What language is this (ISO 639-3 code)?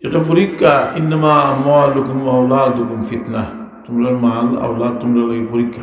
syl